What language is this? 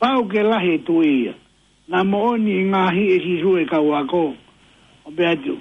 Tongan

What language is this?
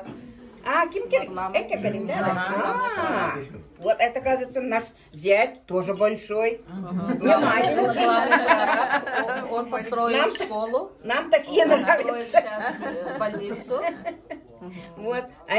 Yakut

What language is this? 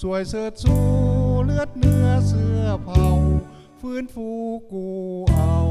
Lao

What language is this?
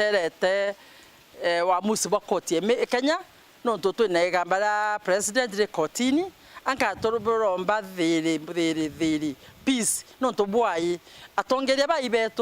Meru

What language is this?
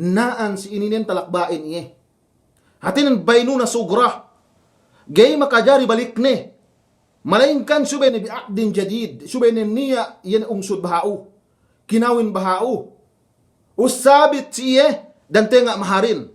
Yakan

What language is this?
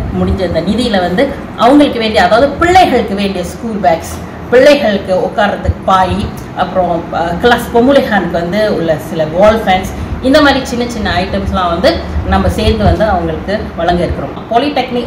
Tamil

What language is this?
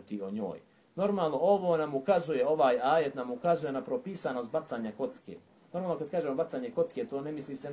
Bosnian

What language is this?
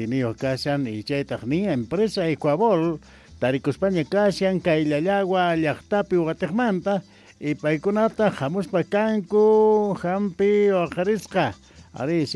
South Bolivian Quechua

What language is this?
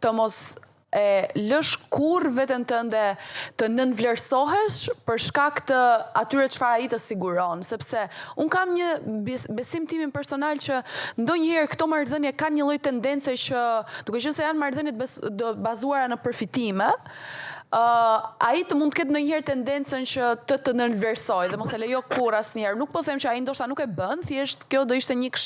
Albanian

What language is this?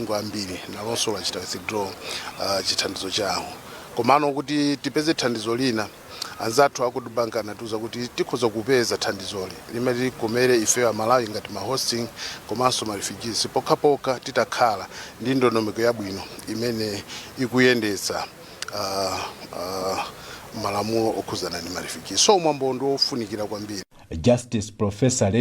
Nyanja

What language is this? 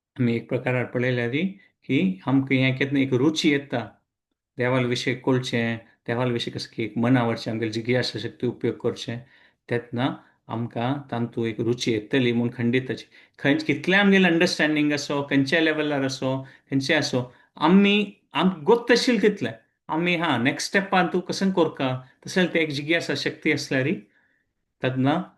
Konkani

